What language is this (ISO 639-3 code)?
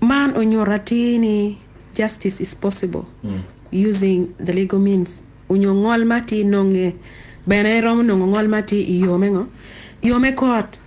ach